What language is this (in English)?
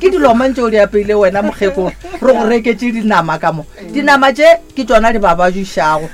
Northern Sotho